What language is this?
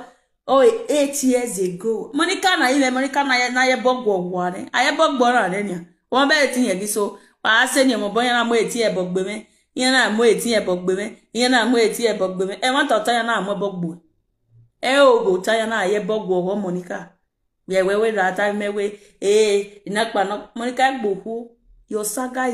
Nigerian Pidgin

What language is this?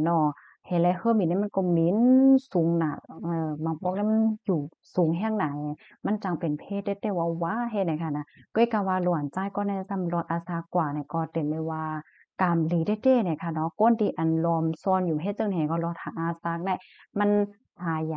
Shan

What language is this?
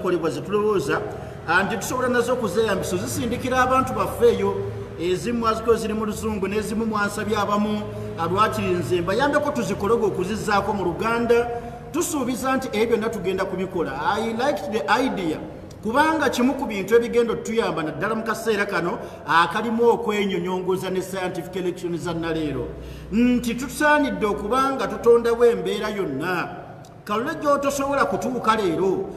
Ganda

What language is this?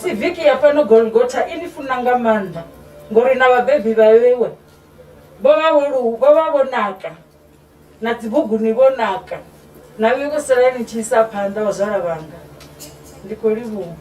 Venda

